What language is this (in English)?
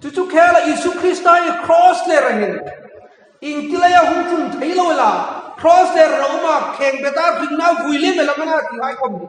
Hmar